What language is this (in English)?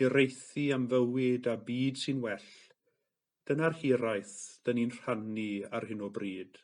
Welsh